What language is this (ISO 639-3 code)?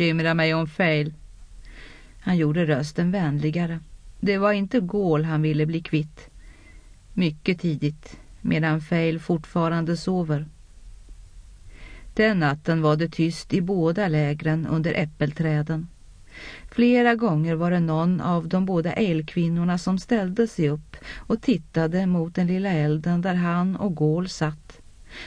swe